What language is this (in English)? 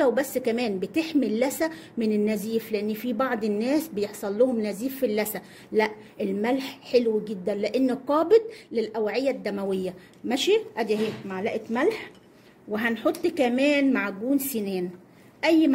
Egyptian Arabic